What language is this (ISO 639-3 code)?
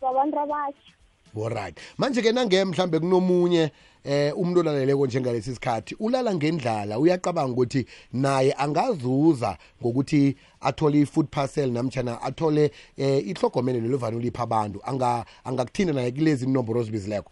nbl